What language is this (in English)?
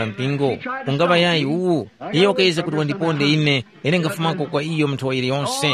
Tumbuka